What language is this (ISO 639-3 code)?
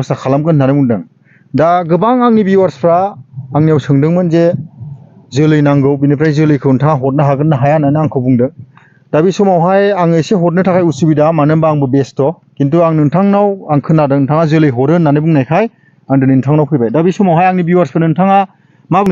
brx